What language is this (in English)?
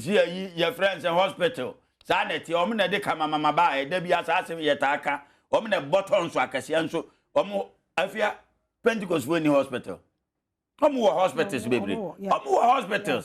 Akan